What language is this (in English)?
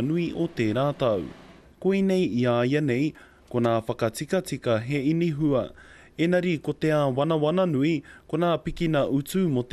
Māori